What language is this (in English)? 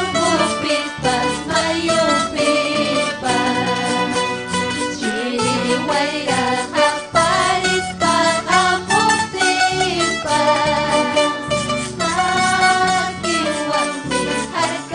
Ayacucho Quechua